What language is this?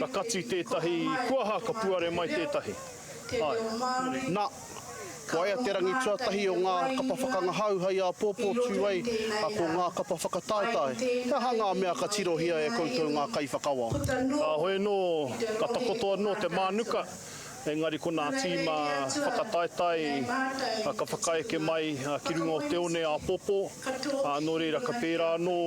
Māori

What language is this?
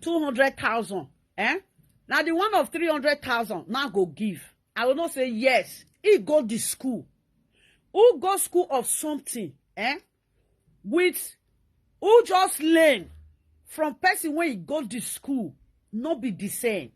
Nigerian Pidgin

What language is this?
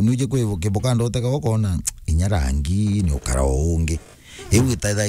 Meru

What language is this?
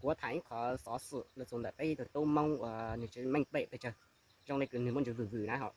Hmong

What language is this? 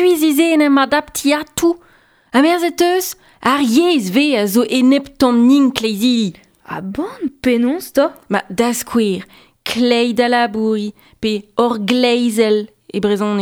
Breton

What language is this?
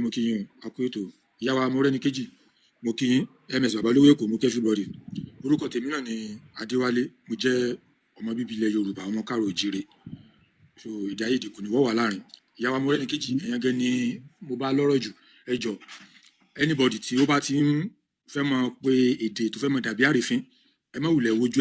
Yoruba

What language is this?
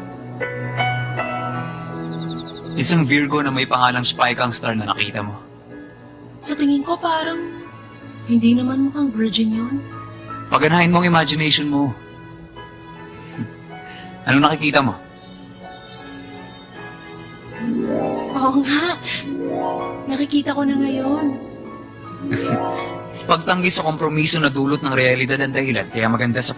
Filipino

